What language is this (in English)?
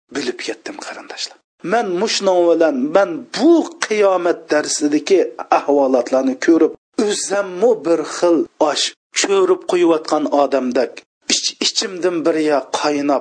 Uyghur